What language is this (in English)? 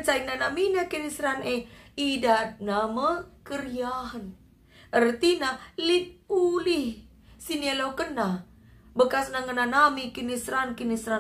Batak Karo